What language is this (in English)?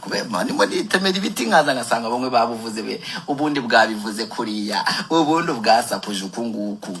Kinyarwanda